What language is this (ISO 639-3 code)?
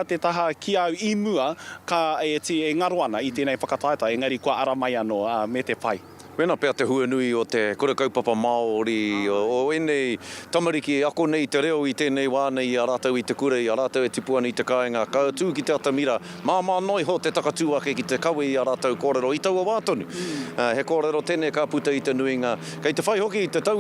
mri